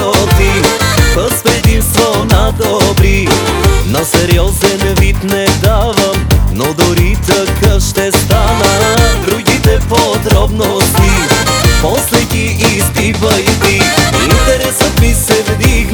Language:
Bulgarian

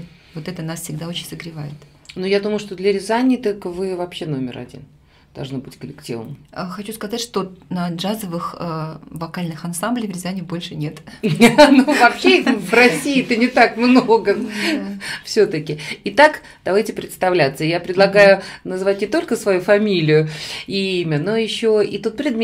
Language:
Russian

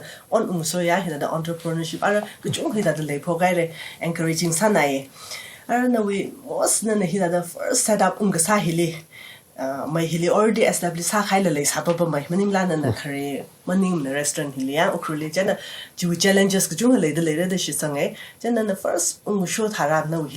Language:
Tangkhul Naga (India)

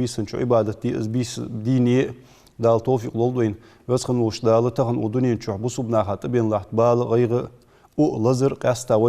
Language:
Ingush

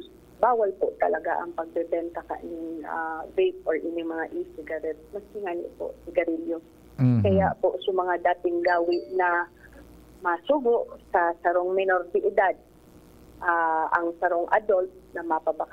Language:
Bikol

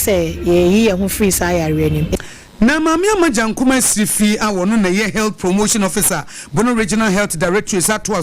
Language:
Akan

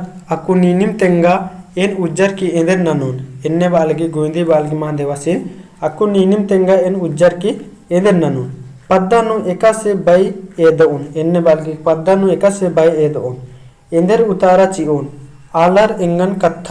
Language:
Kurukh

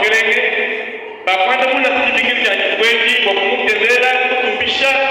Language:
Luba-Lulua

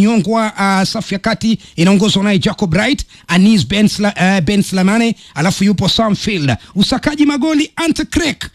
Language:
Swahili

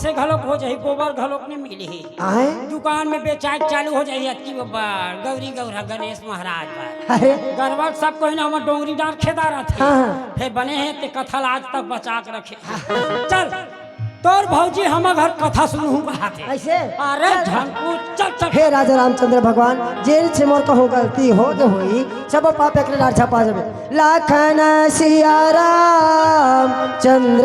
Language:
Chhattisgarhi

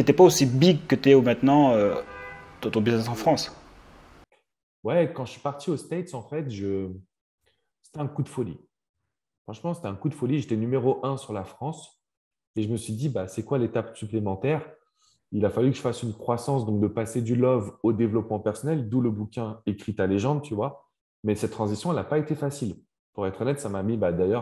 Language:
French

